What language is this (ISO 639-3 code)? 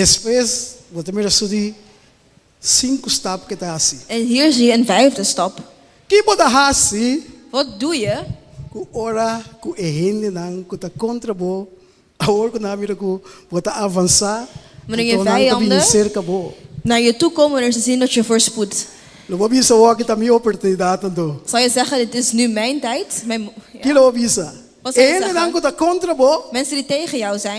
pap